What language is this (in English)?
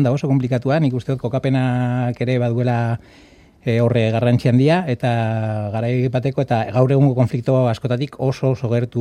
Basque